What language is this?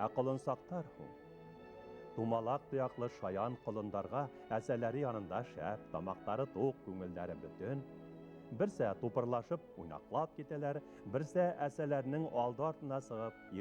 Bashkir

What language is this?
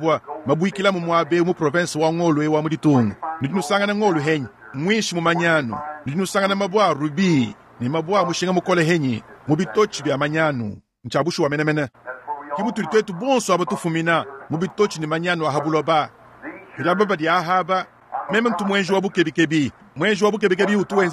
Luba-Lulua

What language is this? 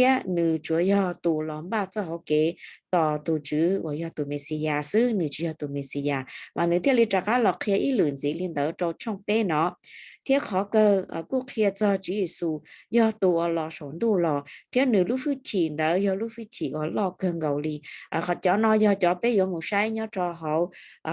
Hmong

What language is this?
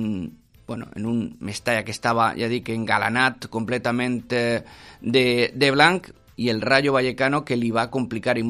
Catalan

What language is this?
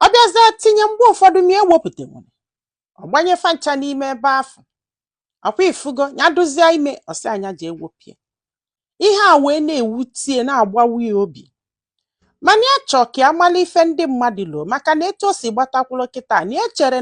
Igbo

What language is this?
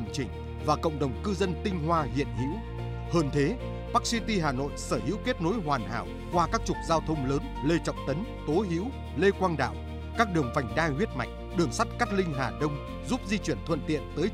Vietnamese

